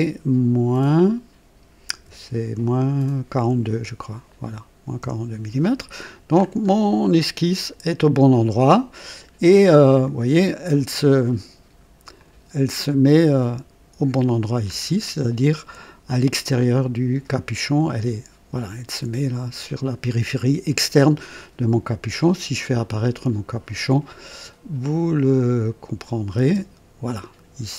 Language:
French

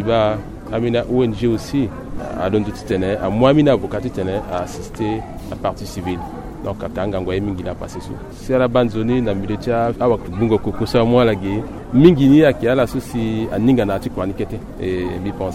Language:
Sango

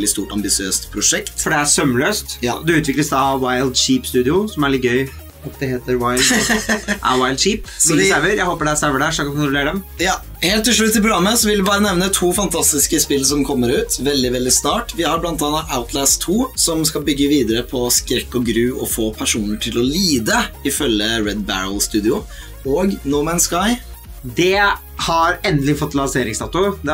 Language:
Norwegian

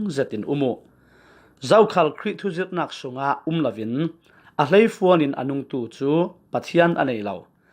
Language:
Falam Chin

